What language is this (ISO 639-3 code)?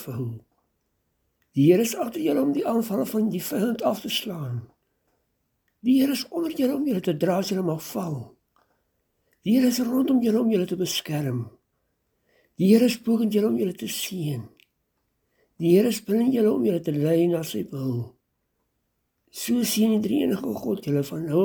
afr